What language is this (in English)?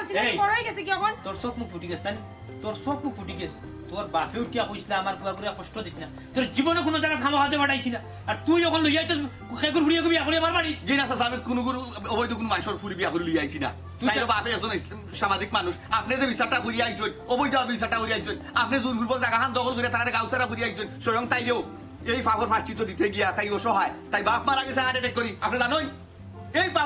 Sylheti